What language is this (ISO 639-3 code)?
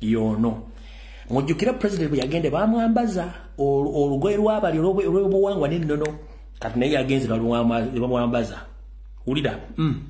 lug